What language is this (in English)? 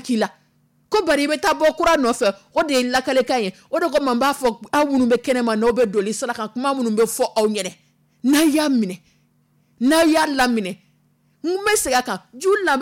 Dyula